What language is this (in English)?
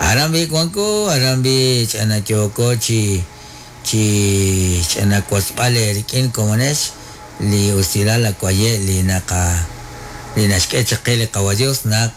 Kekchí